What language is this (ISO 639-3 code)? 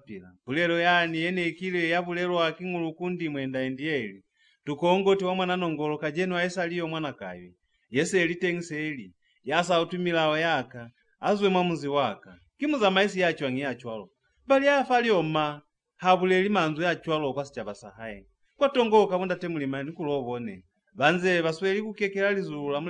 loz